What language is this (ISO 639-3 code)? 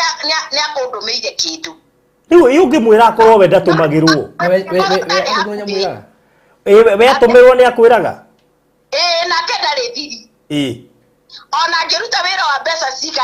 kik